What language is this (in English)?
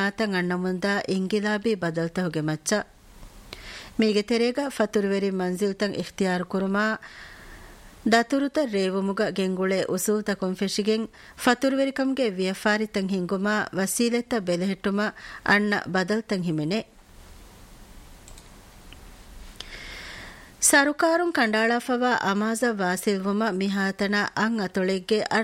Divehi